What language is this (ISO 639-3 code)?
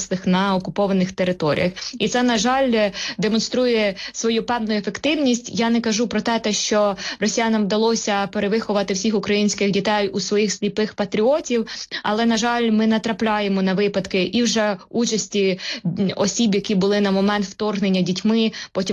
ukr